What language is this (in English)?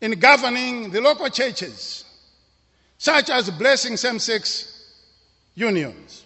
English